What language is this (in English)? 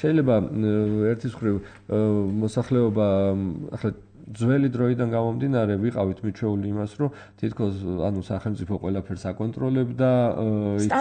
Georgian